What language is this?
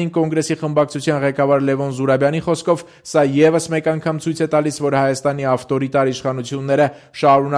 Armenian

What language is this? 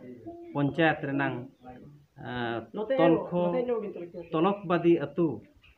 Santali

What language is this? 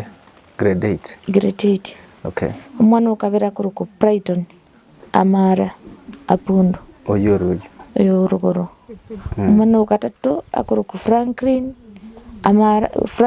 Gusii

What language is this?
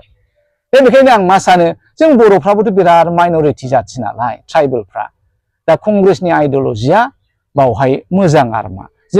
Bodo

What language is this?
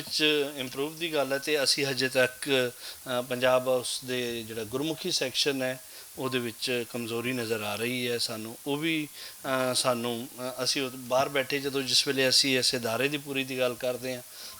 Western Panjabi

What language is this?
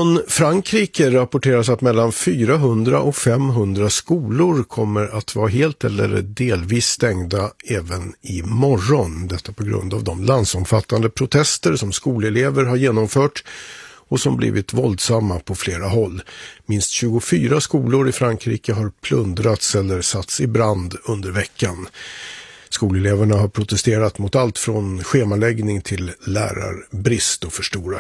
Swedish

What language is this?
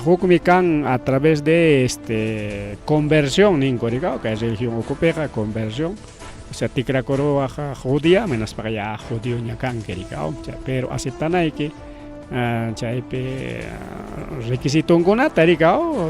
Ayacucho Quechua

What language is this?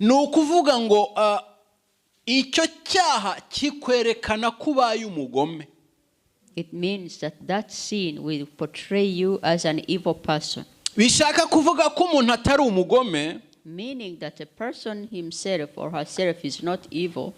Kinyarwanda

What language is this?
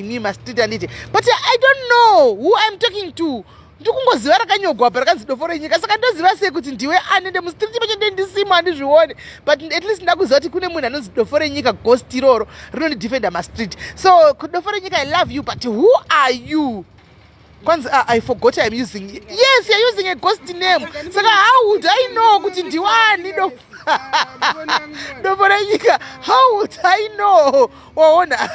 Shona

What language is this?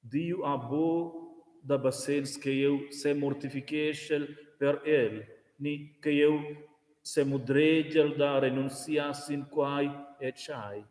Romansh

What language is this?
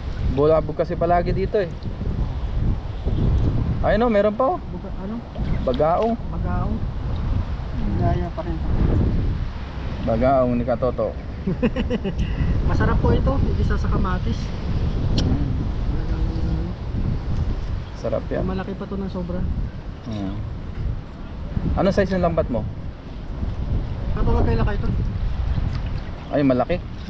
Filipino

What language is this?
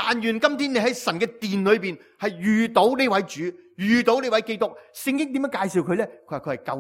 Cantonese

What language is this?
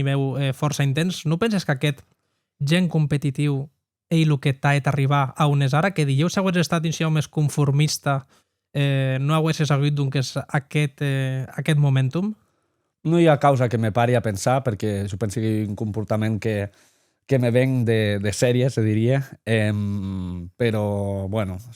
Occitan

